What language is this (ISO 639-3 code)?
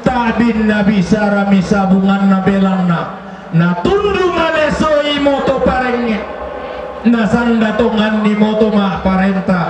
sda